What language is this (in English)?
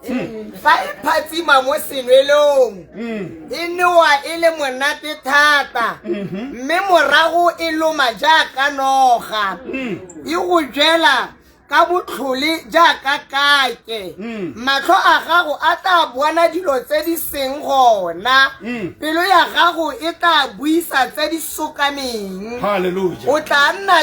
Tswana